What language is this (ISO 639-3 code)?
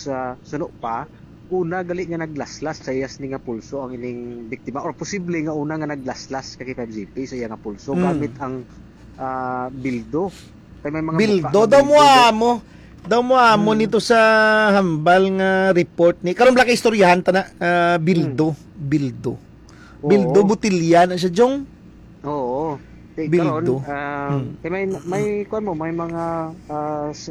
hil